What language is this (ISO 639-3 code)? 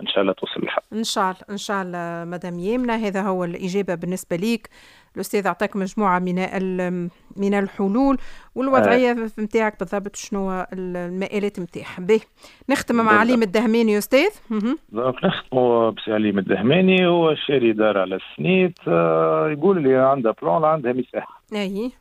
aeb